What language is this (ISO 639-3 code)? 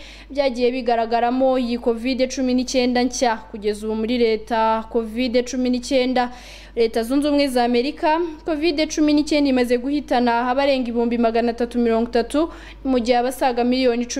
kin